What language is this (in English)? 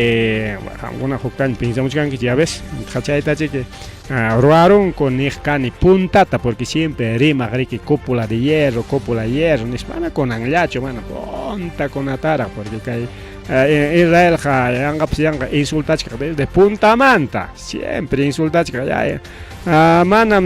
Ayacucho Quechua